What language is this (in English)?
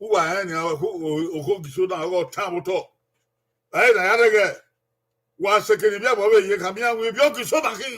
Bini